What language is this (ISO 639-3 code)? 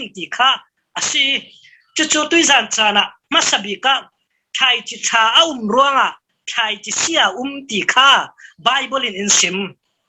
cfm